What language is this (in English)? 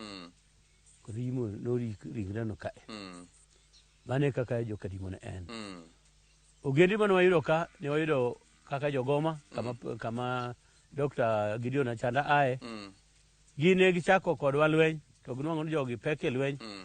Luo (Kenya and Tanzania)